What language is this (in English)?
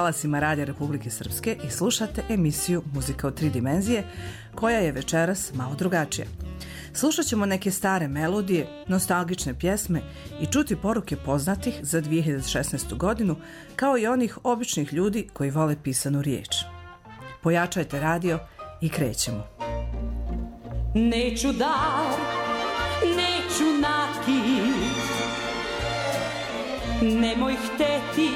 Serbian